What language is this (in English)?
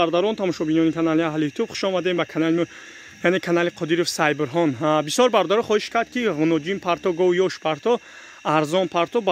Tajik